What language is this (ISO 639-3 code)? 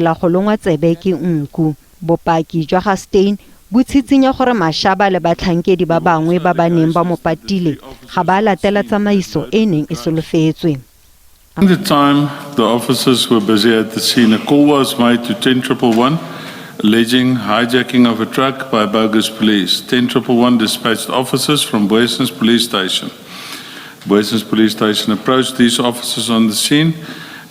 tsn